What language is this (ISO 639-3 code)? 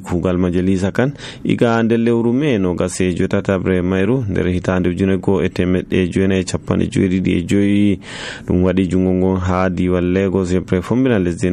fuv